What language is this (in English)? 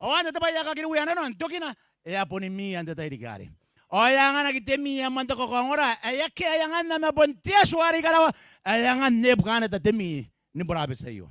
Gilbertese